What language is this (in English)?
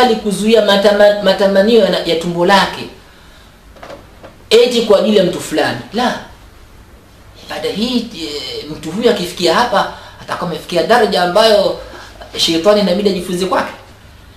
Swahili